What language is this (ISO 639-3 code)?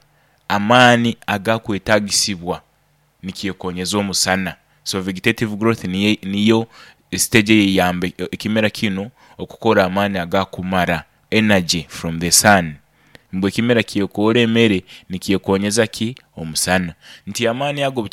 nyo